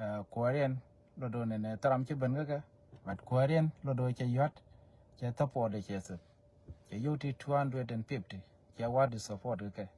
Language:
Nuer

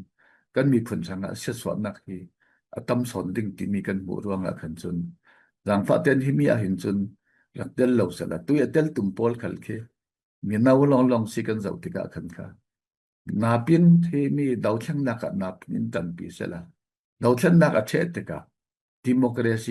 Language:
Falam Chin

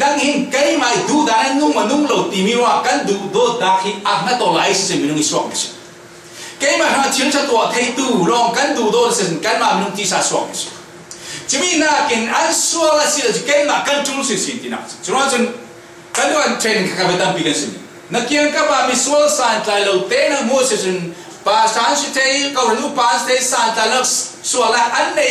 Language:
Falam Chin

